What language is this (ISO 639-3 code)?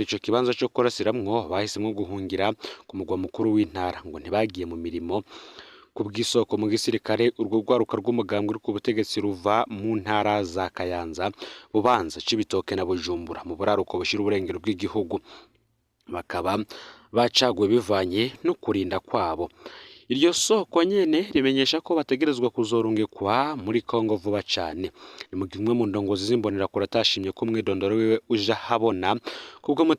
run